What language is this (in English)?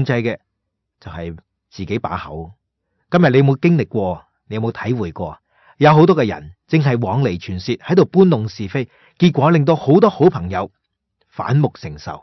Cantonese